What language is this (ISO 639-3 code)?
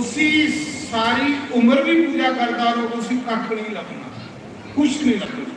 doi